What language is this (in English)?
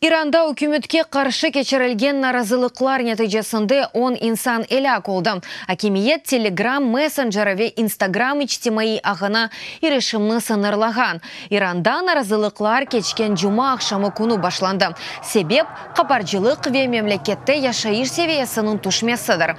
Crimean Tatar